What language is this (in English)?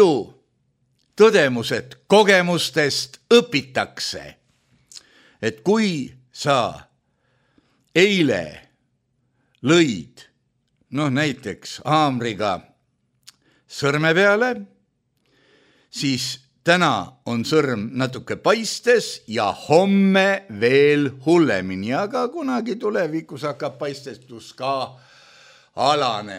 Estonian